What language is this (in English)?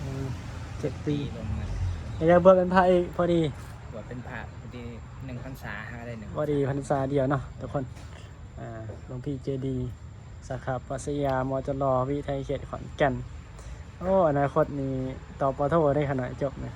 Northeastern Thai